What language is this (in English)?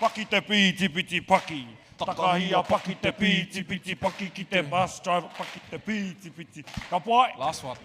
Māori